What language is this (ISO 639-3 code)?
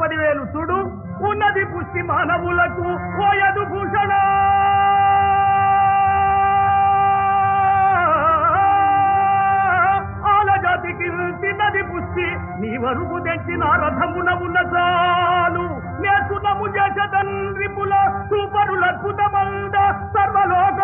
tel